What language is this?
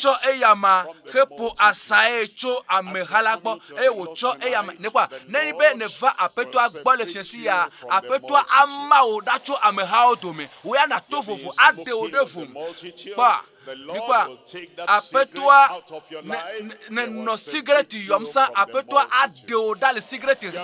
Ewe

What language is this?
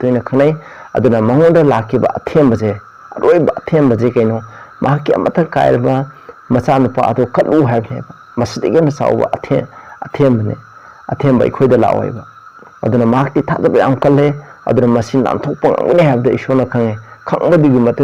Manipuri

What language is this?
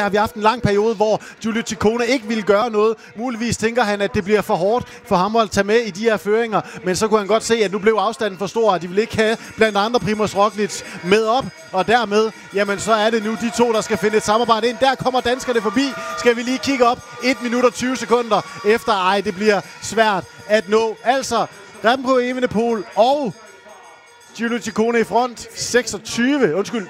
Danish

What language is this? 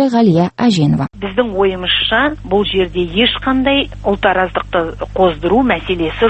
Kazakh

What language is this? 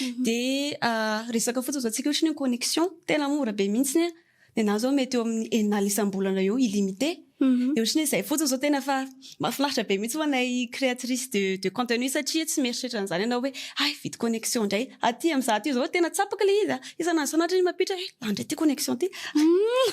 Malagasy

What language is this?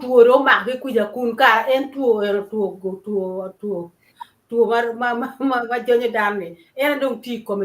Acoli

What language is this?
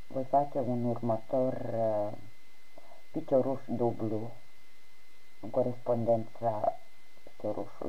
Romanian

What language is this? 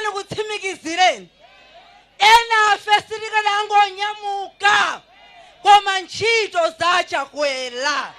Nyanja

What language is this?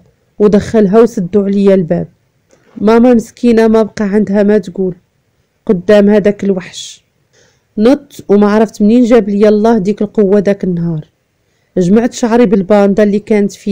Moroccan Arabic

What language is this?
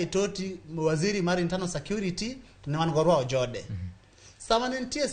Luo (Kenya and Tanzania)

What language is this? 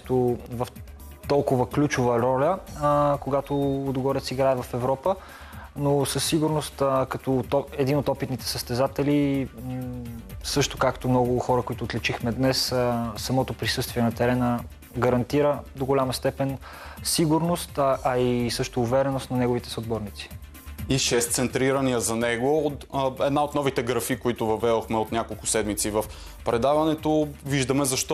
Bulgarian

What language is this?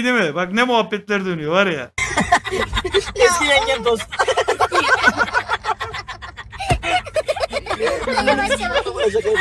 Turkish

